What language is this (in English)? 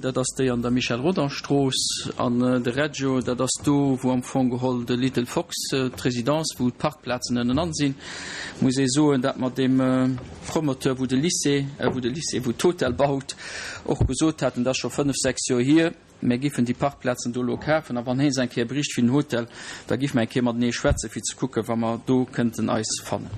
Luxembourgish